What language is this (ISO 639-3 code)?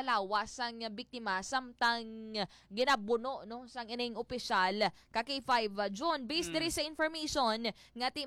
hil